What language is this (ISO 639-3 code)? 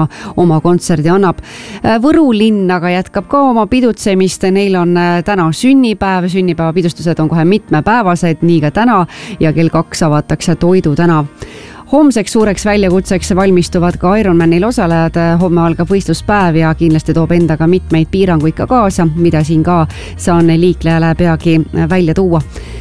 est